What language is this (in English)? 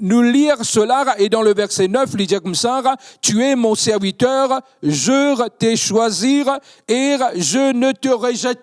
Morisyen